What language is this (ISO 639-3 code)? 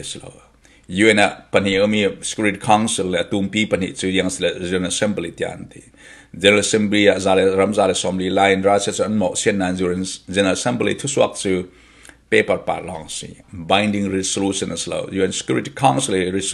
cfm